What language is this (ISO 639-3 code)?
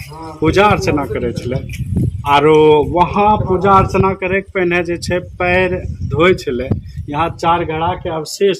anp